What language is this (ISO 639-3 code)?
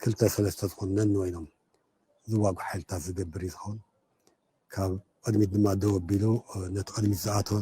tir